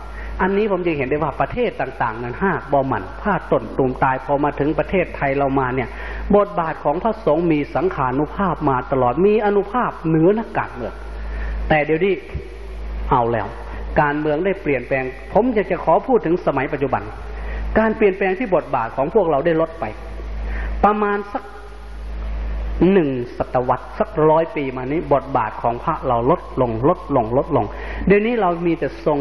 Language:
Thai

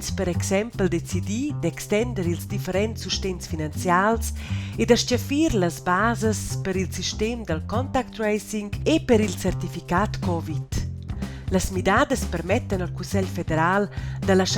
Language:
Romansh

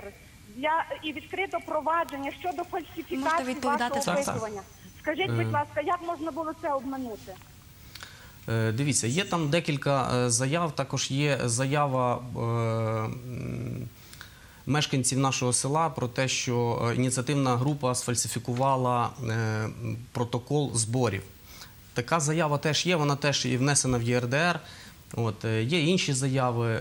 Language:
Ukrainian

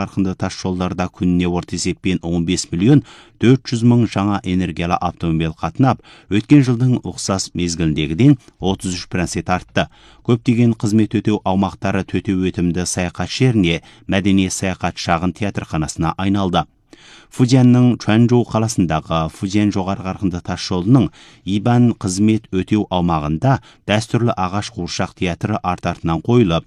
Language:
Kazakh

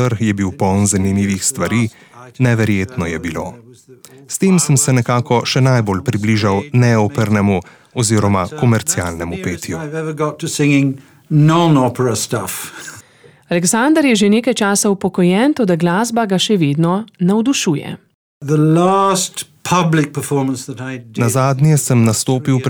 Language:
Slovenian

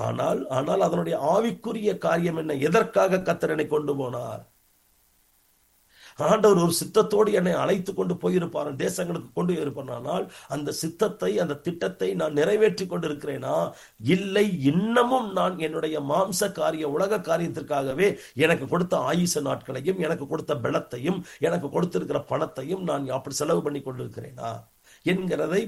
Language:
Tamil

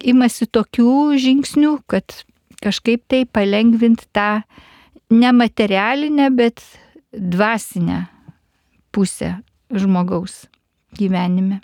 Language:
Lithuanian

